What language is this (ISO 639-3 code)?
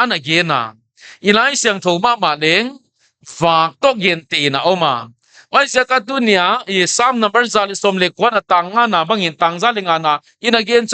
pck